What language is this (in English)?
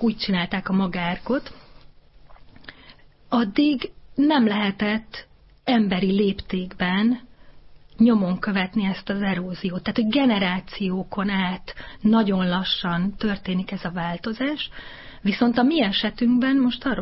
Hungarian